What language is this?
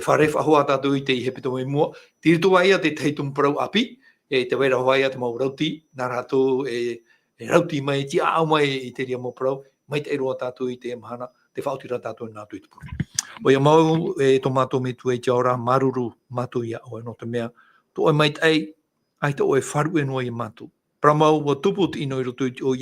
Tahitian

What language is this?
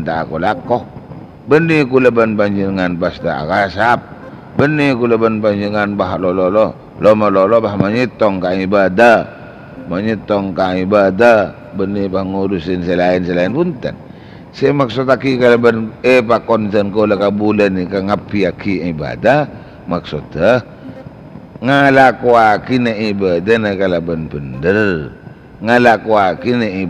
Madurese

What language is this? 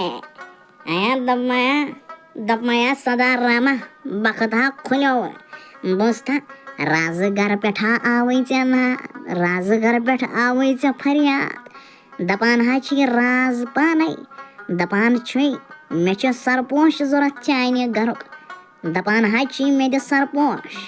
Kashmiri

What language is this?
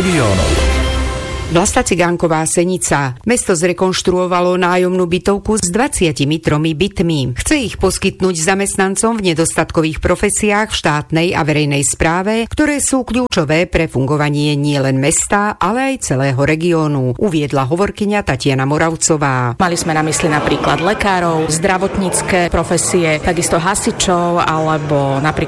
Slovak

